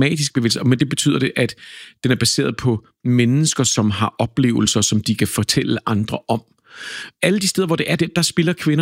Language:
Danish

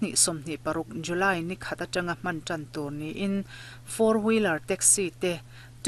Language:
Mizo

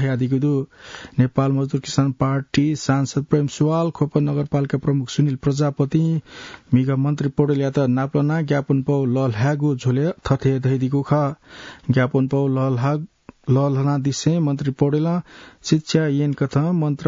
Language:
Newari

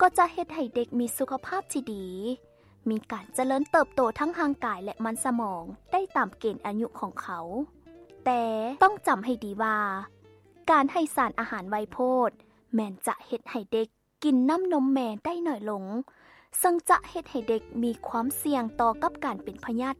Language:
Lao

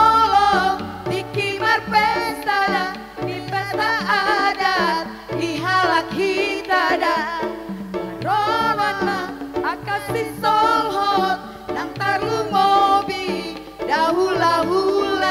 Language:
Batak Toba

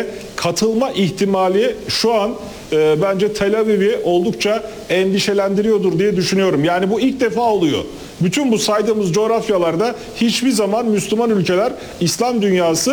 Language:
Turkish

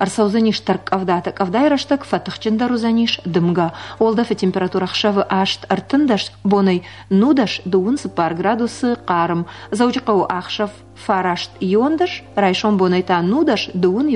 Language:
Ossetic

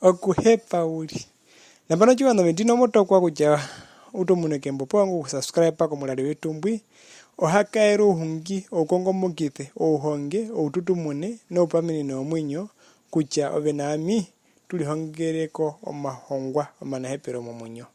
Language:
Herero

